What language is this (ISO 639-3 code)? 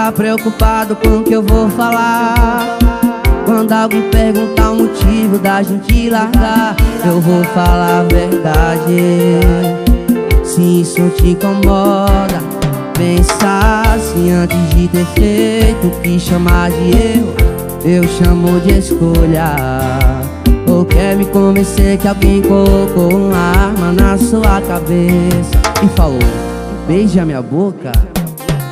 por